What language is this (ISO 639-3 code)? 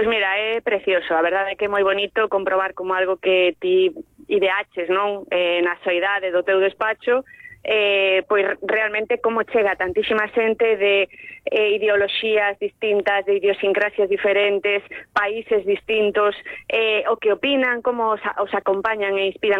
glg